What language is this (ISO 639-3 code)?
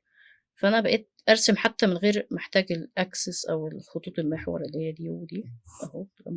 arz